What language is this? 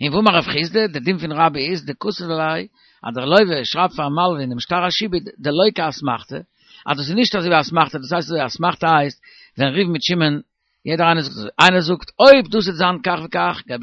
Yiddish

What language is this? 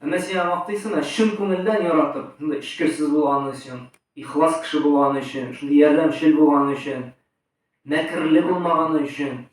Tatar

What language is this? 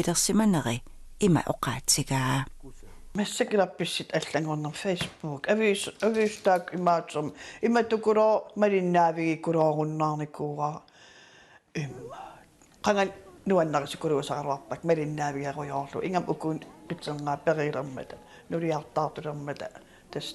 Kalaallisut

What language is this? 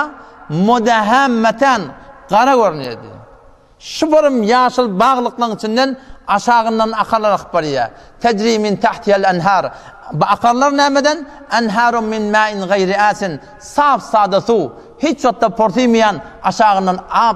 Turkmen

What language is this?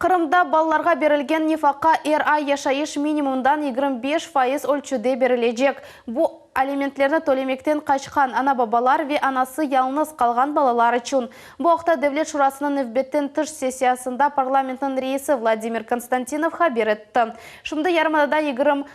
Crimean Tatar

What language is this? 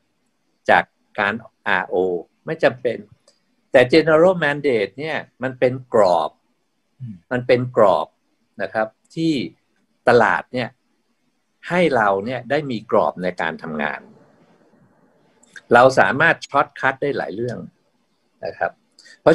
Thai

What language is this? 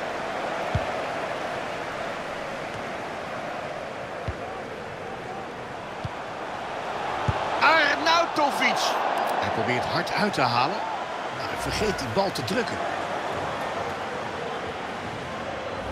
Dutch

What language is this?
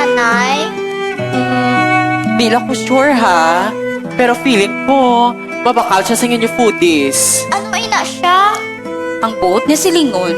Hiligaynon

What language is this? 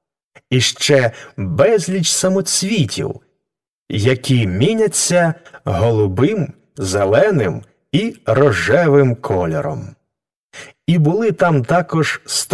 Ukrainian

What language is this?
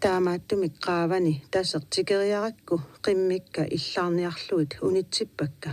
Kalaallisut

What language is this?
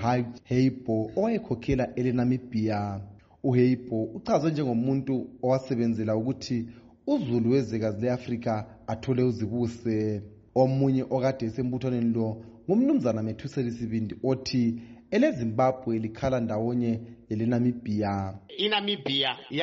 North Ndebele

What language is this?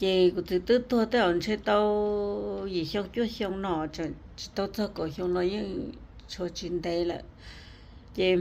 Hmong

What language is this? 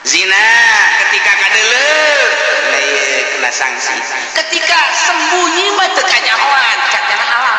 Sundanese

